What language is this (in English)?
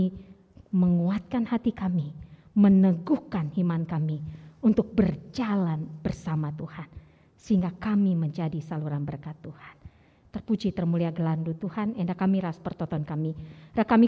Batak Karo